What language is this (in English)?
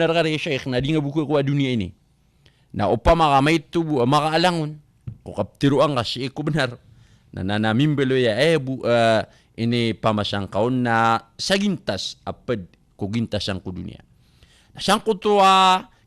Maranao